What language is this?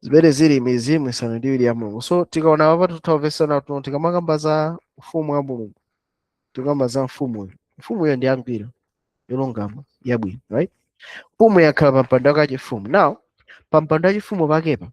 Nyanja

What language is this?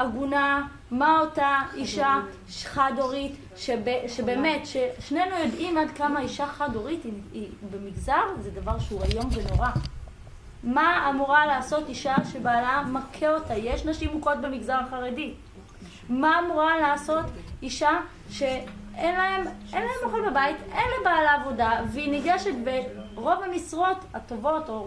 Hebrew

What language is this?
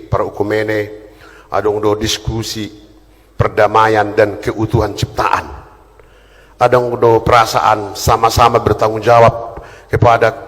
Batak Toba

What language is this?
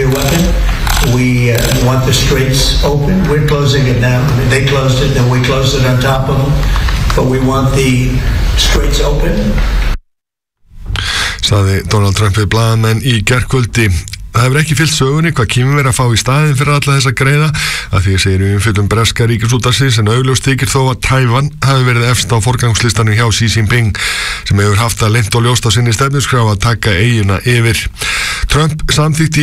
Icelandic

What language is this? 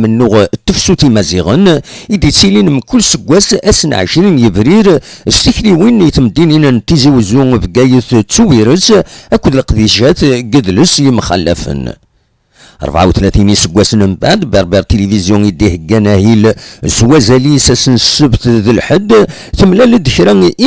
Kabyle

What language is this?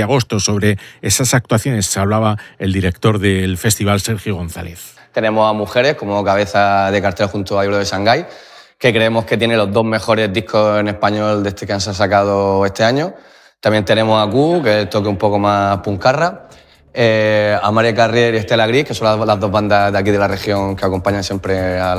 Spanish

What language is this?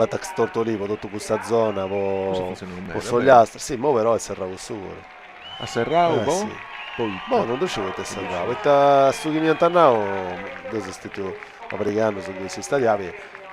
Sardinian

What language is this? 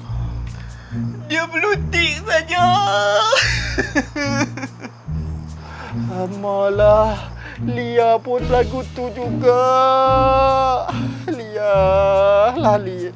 Malay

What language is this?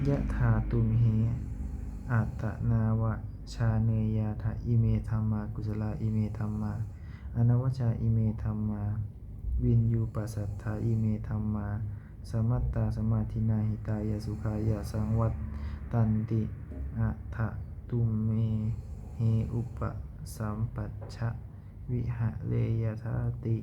Pali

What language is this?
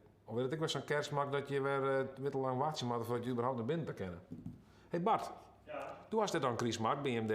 Western Frisian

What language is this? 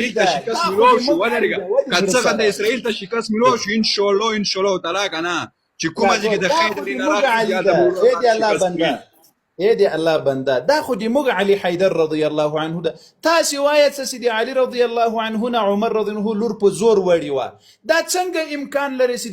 Pashto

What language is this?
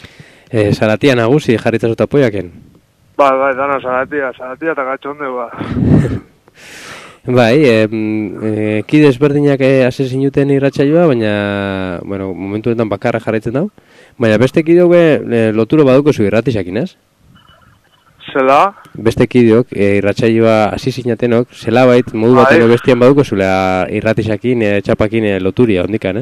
Basque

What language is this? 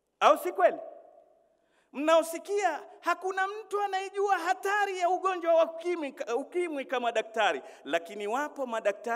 Swahili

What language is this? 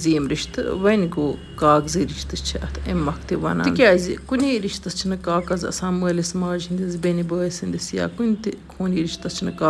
Kashmiri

